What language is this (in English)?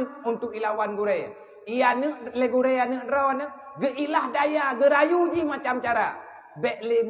Achinese